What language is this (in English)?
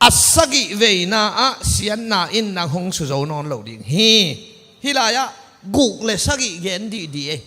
Tedim Chin